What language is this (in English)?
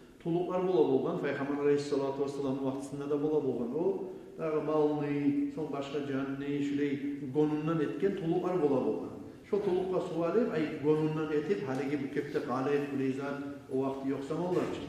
Kumyk